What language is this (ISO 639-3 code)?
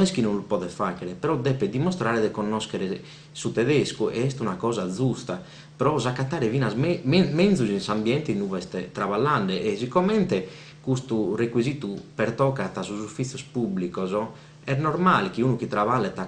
srd